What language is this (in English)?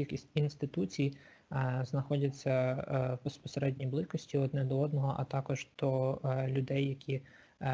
Ukrainian